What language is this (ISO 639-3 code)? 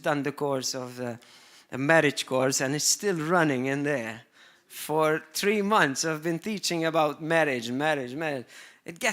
eng